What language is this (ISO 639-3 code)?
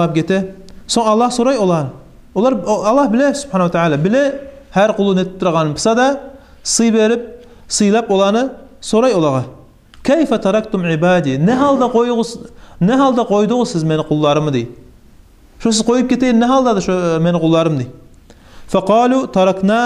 kum